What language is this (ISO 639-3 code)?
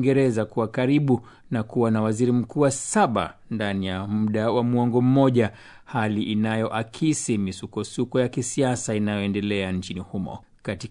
swa